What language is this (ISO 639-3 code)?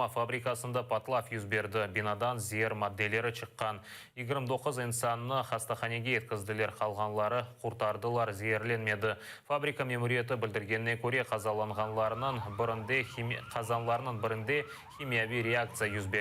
crh